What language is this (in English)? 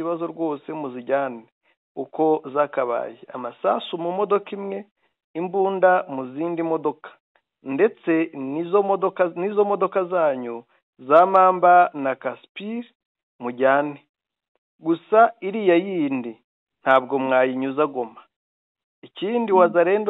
Kinyarwanda